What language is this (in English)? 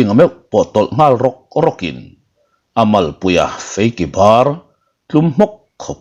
Mizo